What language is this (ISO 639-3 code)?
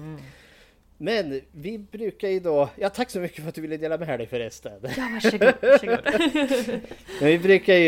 swe